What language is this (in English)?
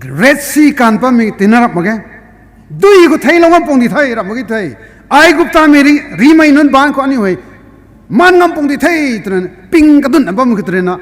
Rongmei Naga